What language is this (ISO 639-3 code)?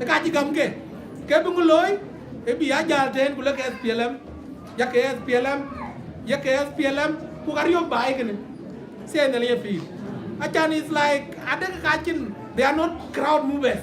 din